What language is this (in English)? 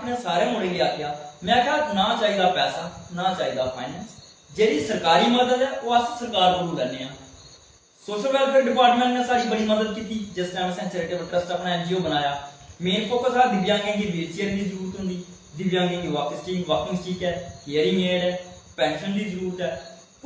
Dogri